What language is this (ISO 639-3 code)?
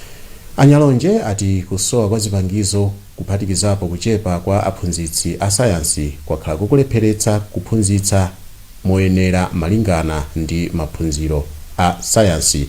nya